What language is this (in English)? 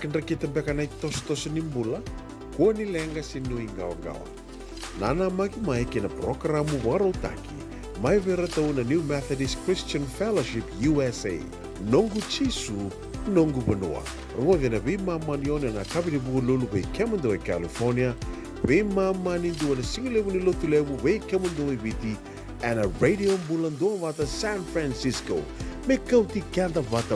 Fijian